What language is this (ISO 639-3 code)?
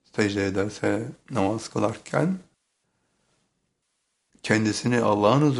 tur